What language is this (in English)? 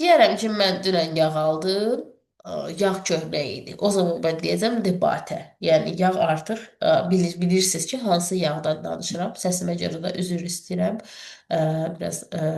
Azerbaijani